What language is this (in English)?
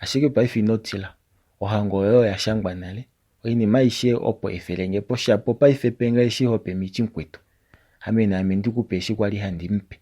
Kuanyama